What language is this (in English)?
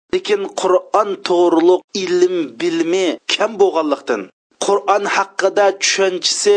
Uyghur